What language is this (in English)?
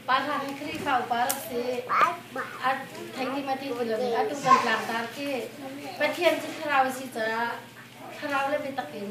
Hakha Chin